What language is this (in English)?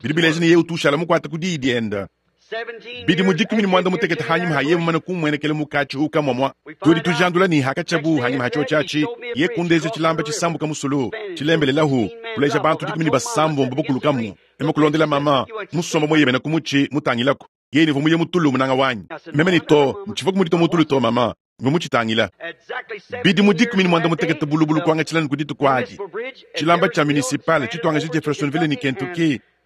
Luba-Lulua